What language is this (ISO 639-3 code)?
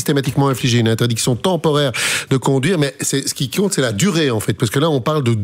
fra